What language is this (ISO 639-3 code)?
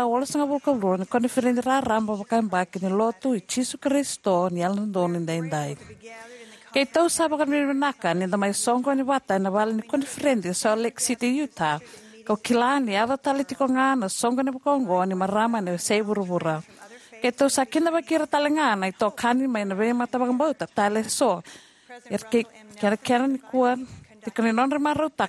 fij